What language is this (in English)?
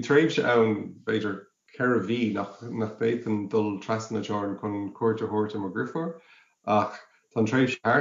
Irish